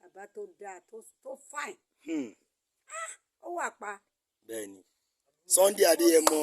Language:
Yoruba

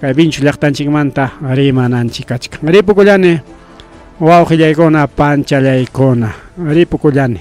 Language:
Ayacucho Quechua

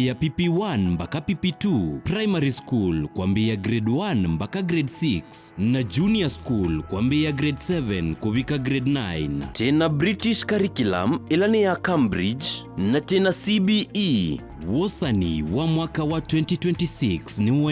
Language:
Kamba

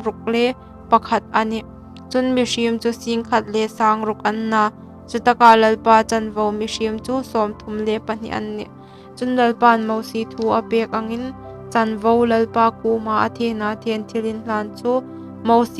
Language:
Hmar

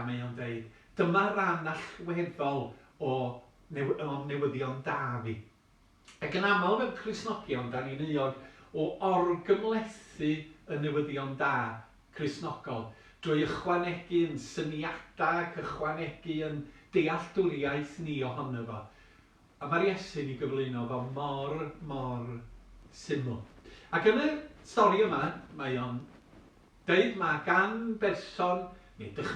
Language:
Welsh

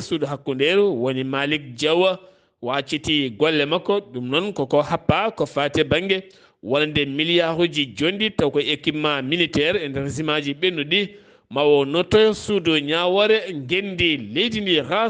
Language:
Fula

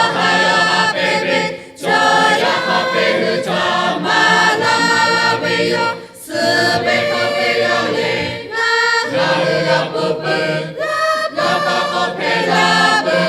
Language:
Lahu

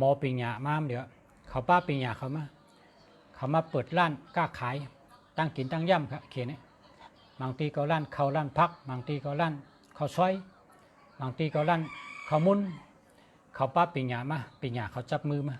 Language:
Shan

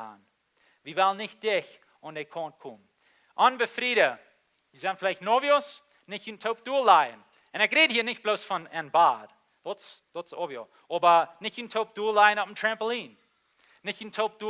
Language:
Plautdietsch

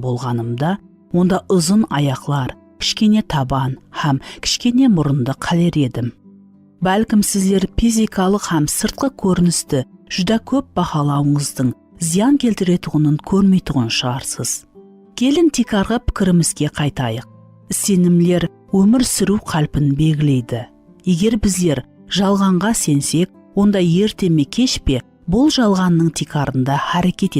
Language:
Kara-Kalpak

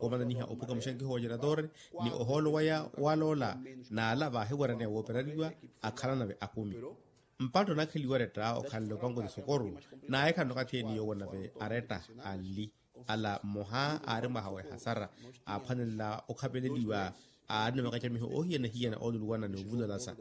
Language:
Makhuwa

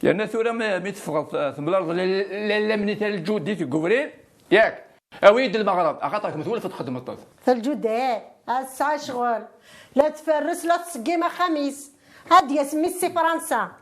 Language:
Kabyle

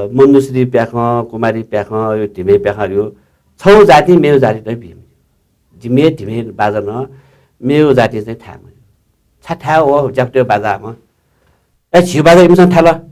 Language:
Newari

